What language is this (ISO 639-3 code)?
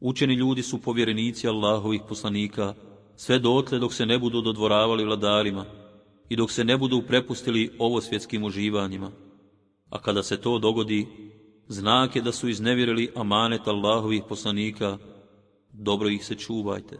bos